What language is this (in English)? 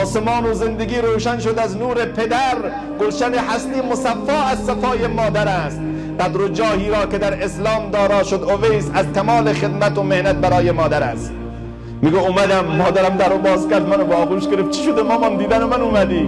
Tajik